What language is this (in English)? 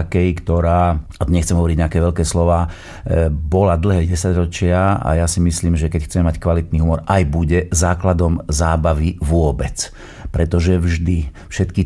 Slovak